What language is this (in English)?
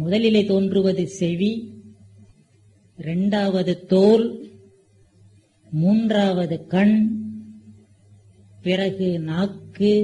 Tamil